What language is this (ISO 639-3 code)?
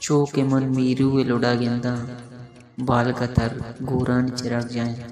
bal